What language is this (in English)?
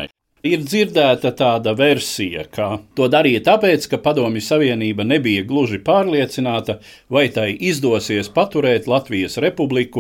Latvian